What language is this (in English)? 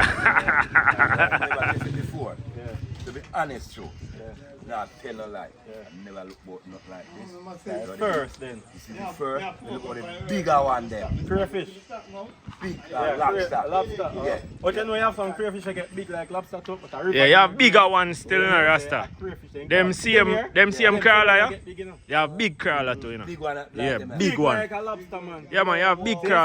Jamaican Creole English